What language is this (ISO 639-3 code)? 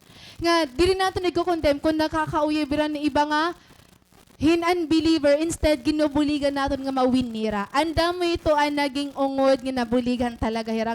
war